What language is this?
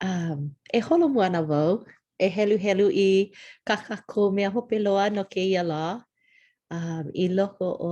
Hawaiian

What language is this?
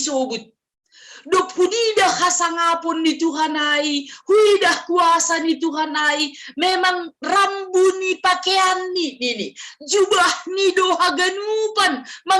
Batak Simalungun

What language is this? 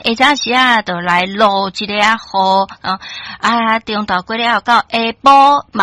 Min Nan Chinese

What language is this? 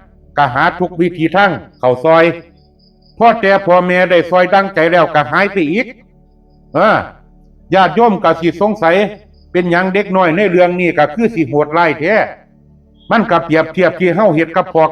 Lao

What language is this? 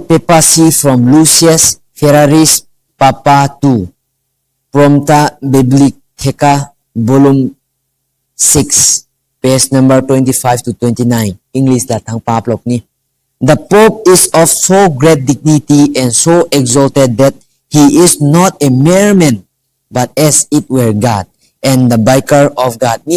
Rongmei Naga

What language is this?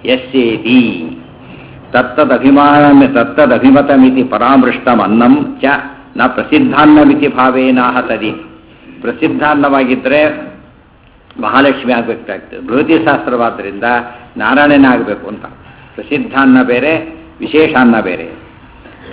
Kannada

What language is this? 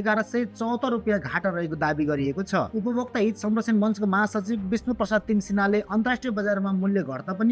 Nepali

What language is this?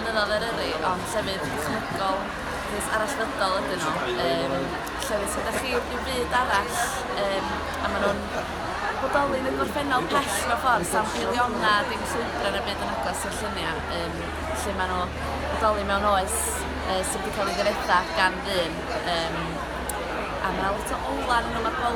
Welsh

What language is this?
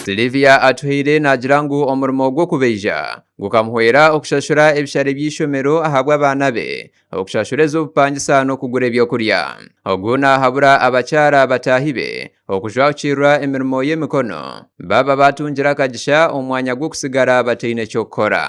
Nyankole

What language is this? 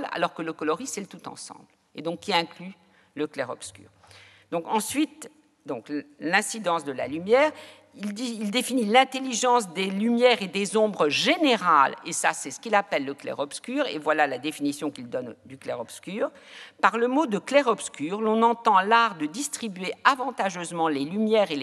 French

